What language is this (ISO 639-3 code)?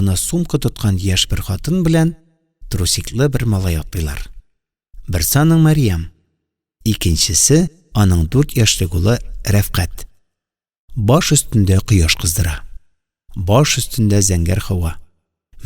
tat